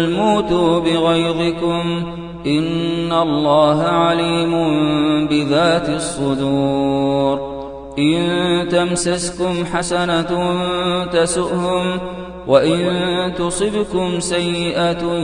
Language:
Arabic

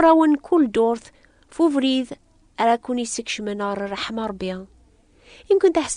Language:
Kabyle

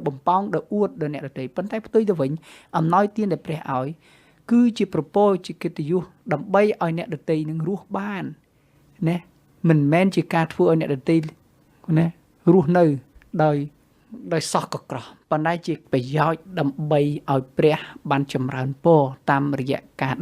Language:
Khmer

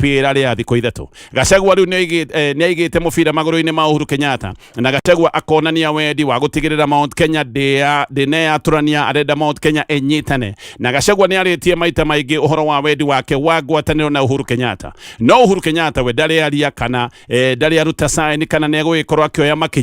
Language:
Kikuyu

